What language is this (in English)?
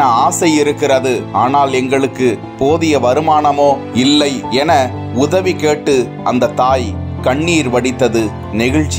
Tamil